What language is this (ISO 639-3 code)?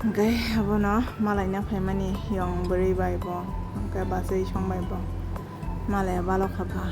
trp